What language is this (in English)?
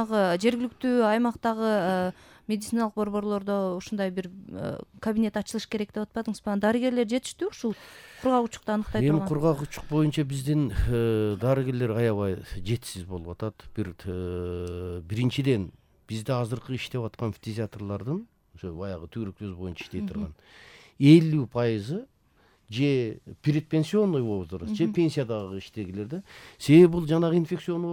Kyrgyz